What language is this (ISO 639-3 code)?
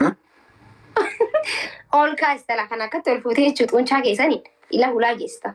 orm